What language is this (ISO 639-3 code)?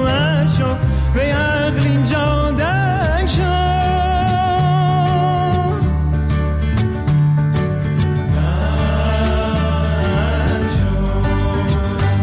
fas